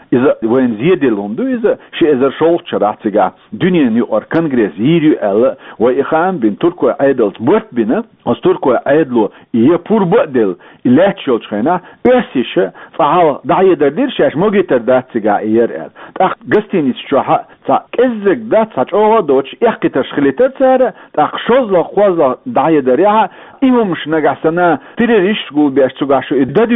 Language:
Chechen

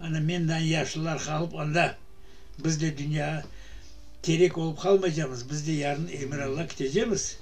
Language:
Crimean Tatar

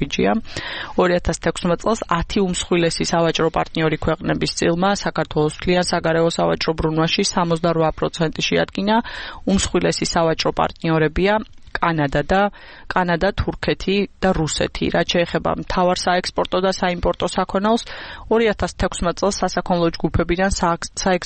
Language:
Georgian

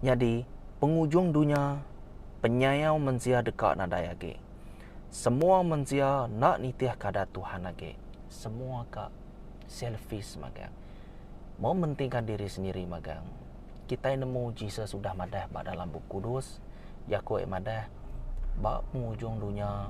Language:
Iban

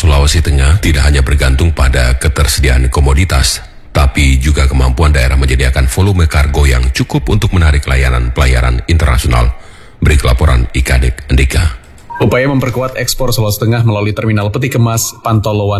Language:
Indonesian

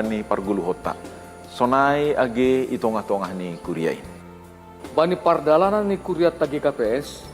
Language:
Batak Simalungun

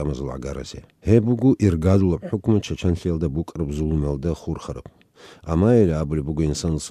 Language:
Avaric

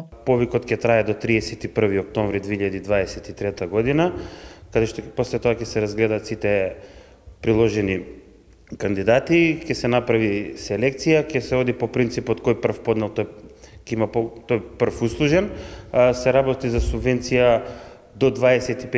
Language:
Macedonian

